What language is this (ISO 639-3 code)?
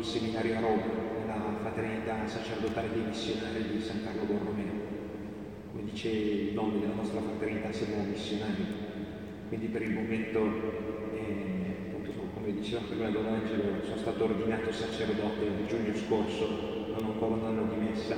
ita